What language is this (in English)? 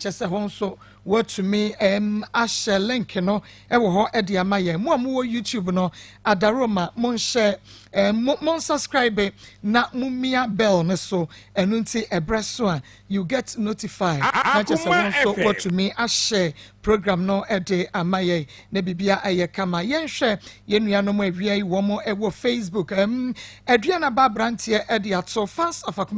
Akan